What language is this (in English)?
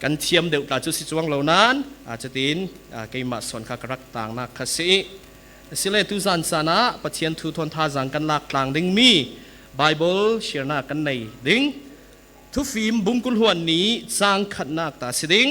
Falam Chin